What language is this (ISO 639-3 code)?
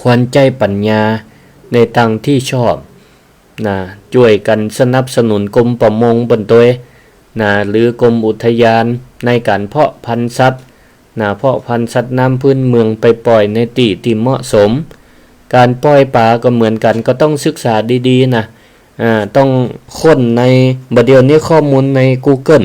nod